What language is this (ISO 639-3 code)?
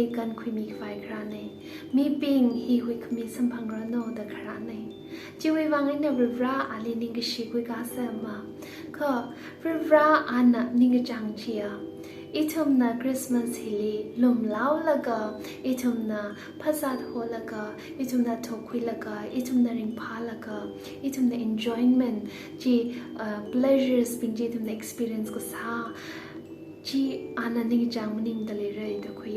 nmf